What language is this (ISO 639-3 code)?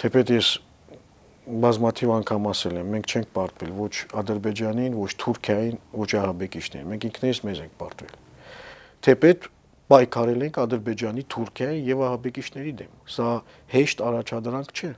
hye